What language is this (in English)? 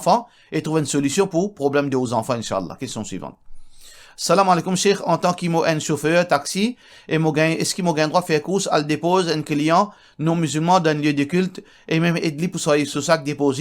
Morisyen